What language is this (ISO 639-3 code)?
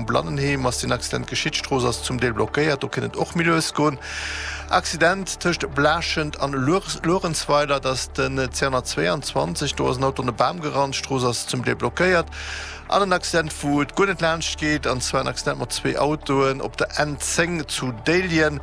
ltz